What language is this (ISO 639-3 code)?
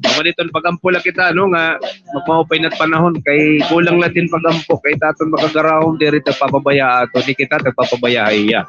war